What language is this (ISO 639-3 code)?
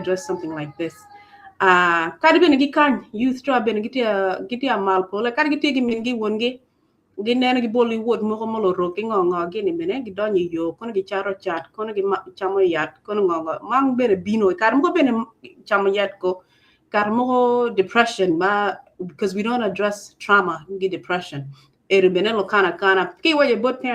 ach